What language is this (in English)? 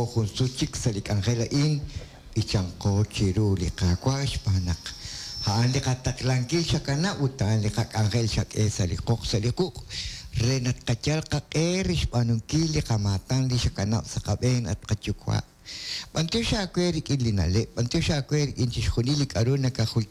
Kekchí